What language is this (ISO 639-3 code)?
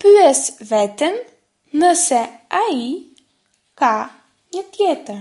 sqi